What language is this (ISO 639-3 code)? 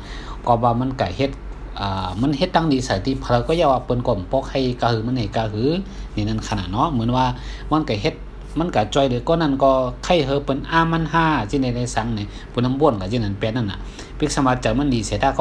shn